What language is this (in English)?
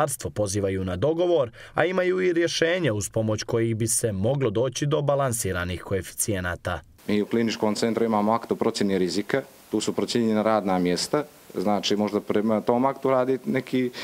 Bosnian